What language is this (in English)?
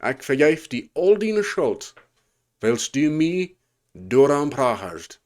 Plautdietsch